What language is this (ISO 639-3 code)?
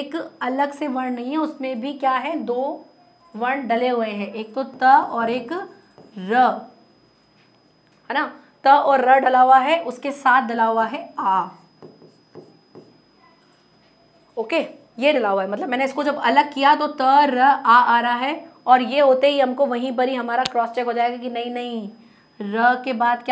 hin